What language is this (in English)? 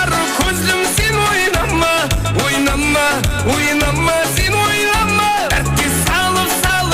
Kara-Kalpak